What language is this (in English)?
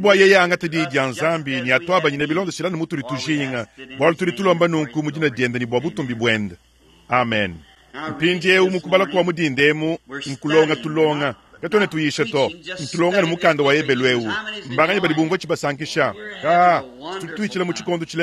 Luba-Lulua